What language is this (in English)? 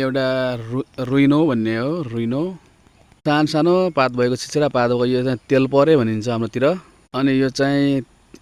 Nepali